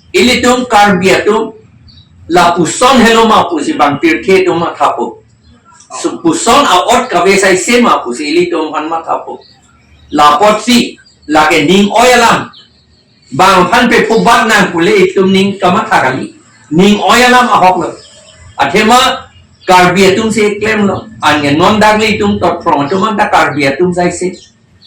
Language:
Karbi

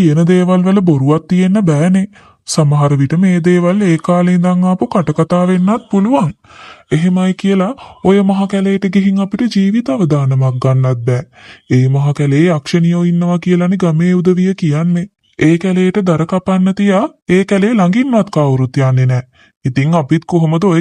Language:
Sinhala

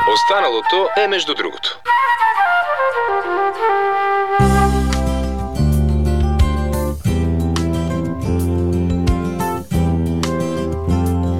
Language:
Bulgarian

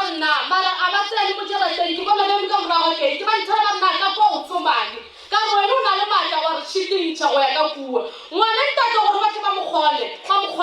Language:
Northern Sotho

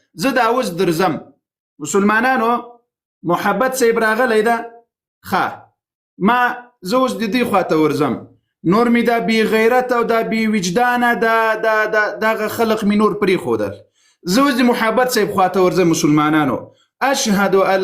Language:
Pashto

